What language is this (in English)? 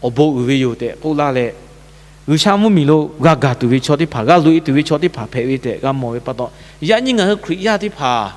Lahu